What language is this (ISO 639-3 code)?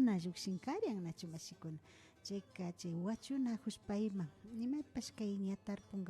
qvi